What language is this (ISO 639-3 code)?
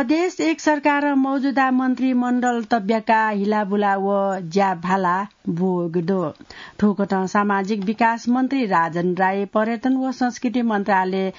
new